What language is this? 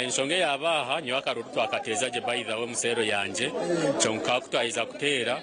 Nyankole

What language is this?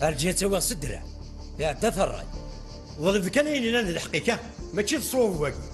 Kabyle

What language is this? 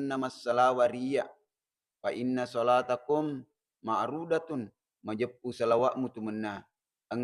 Buginese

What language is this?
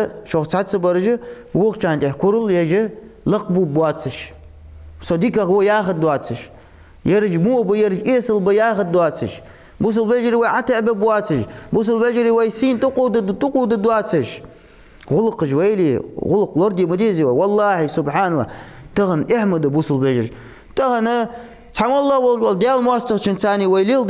Ingush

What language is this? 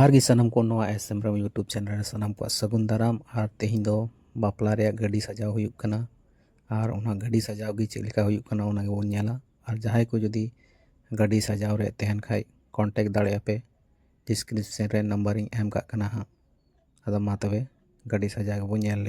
Santali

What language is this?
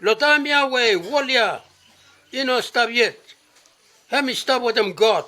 Bislama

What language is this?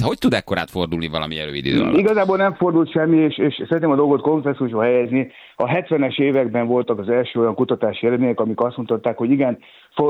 Hungarian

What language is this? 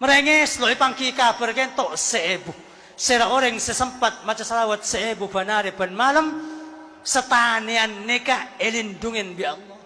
Madurese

